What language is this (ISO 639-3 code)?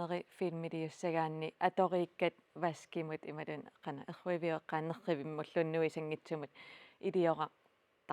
kal